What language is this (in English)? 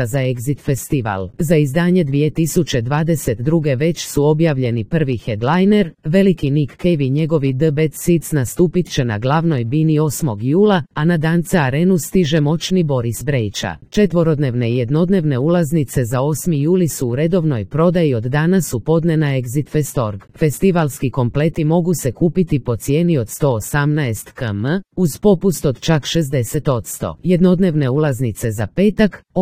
Croatian